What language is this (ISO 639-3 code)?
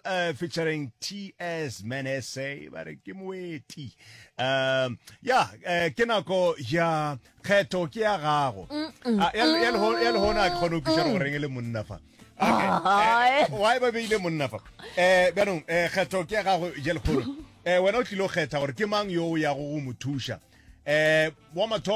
nso